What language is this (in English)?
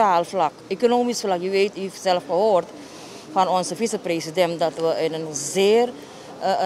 Dutch